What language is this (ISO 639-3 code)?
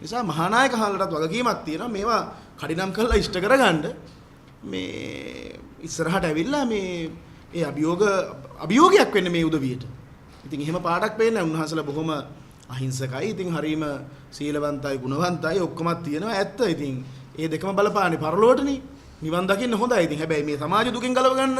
sin